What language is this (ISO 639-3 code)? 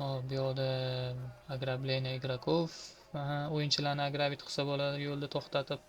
uzb